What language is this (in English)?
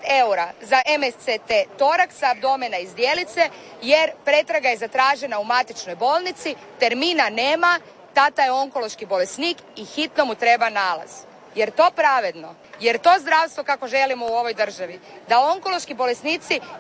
Croatian